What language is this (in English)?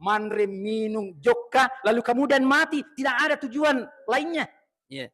Buginese